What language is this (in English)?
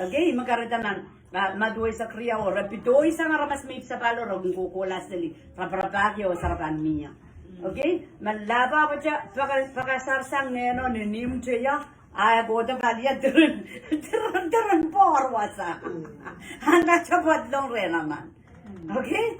Pohnpeian